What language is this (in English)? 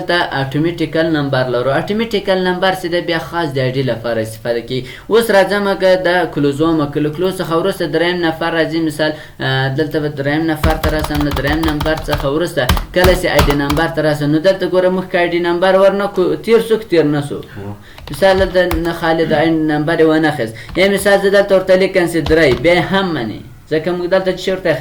Pashto